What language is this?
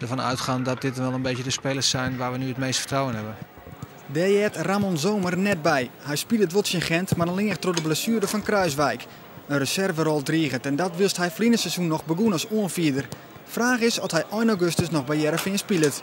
Western Frisian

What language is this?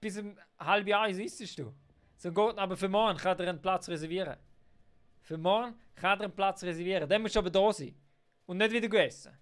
Swiss German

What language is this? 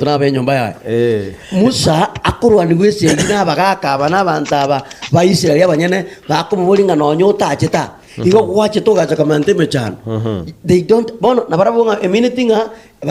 Gusii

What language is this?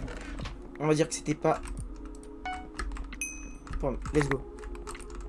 French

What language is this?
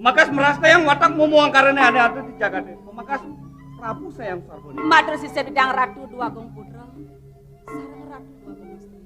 Balinese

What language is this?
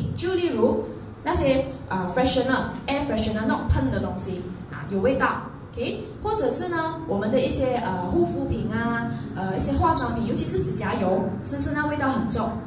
Chinese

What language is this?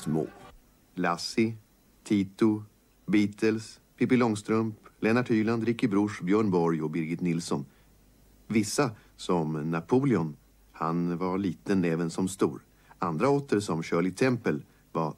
Swedish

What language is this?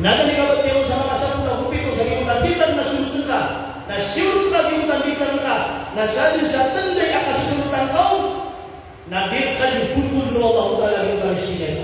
Maranao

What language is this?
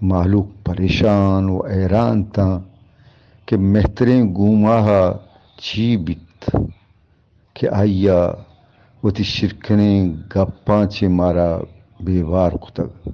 Eastern Balochi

